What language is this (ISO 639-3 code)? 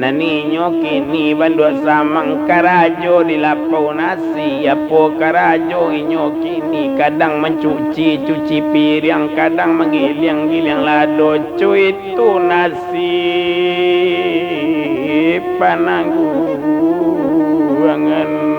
min